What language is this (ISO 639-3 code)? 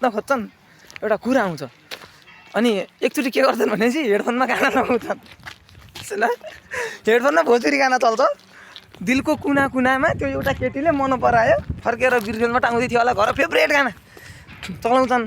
nep